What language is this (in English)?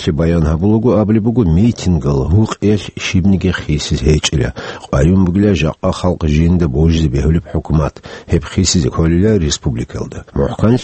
Avaric